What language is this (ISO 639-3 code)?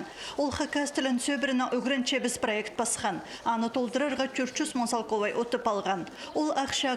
kjh